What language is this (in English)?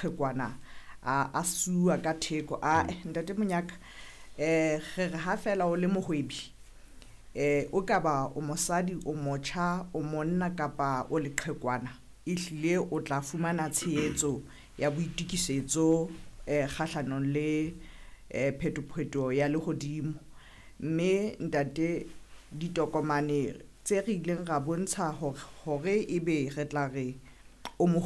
Southern Sotho